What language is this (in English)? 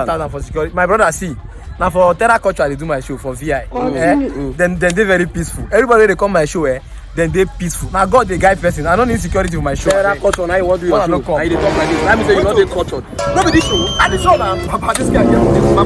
Nigerian Pidgin